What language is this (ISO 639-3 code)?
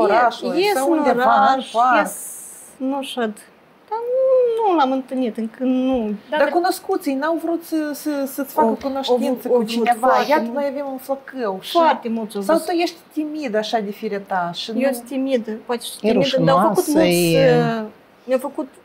ron